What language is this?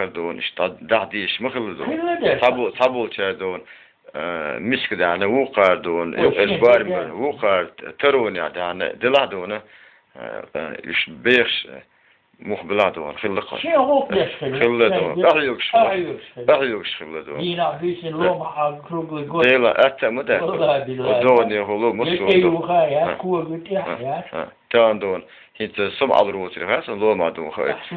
Chechen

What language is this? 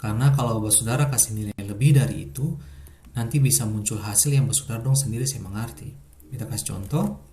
Ambonese Malay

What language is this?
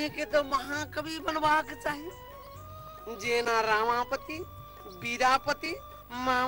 Maithili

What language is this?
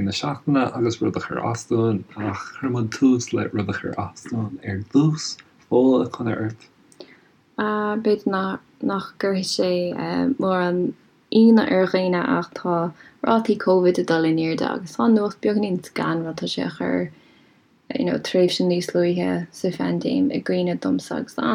Irish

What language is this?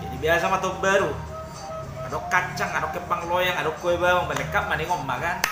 Batak Toba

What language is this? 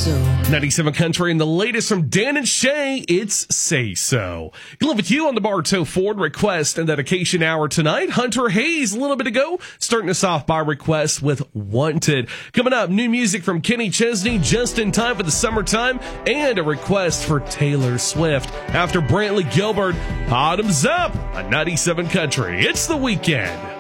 English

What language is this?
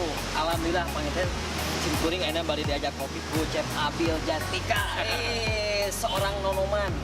Sundanese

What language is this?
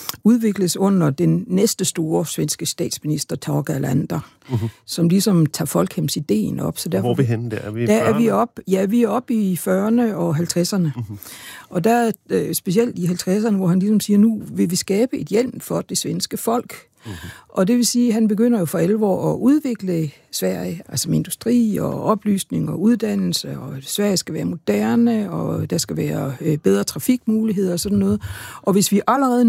Danish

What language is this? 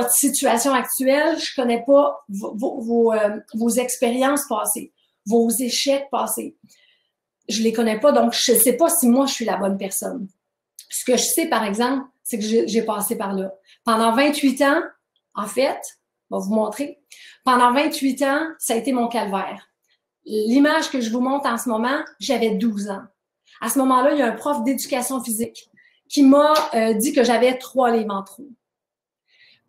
French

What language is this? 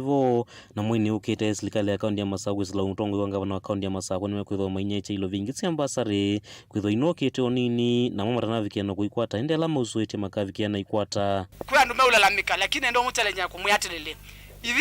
Kamba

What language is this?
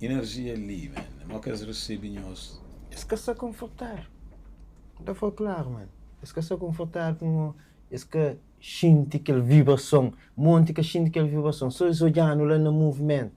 Kabuverdianu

